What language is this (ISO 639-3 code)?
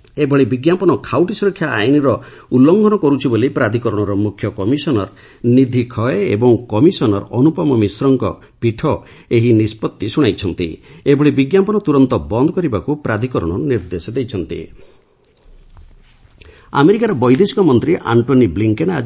ori